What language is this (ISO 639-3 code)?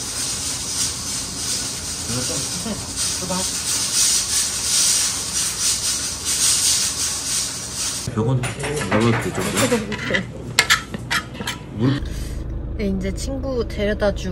kor